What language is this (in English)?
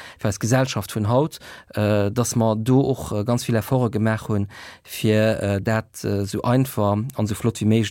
Luxembourgish